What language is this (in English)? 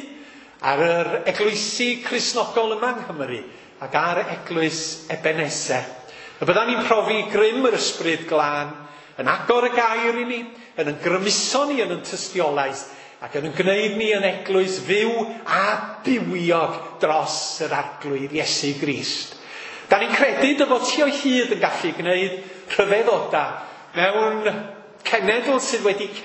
Welsh